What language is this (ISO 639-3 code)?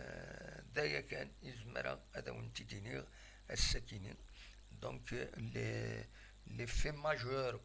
kab